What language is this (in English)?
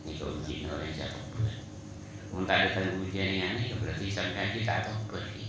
Madurese